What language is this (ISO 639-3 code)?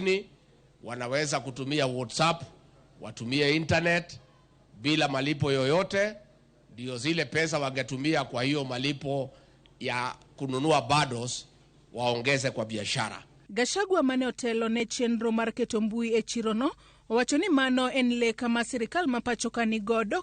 luo